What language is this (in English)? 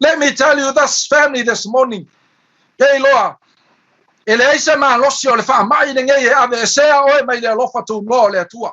Samoan